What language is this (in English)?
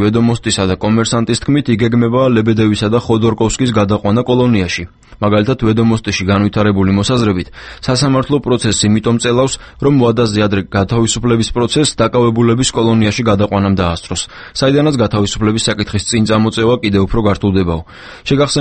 Georgian